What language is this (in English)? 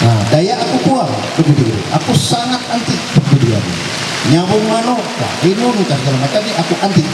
Ma'anyan